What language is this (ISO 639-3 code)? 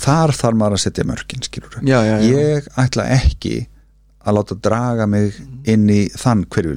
isl